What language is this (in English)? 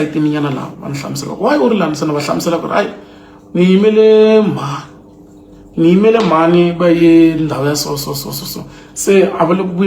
Tsonga